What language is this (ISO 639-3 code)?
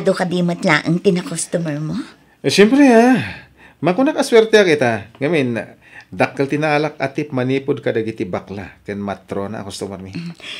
ilo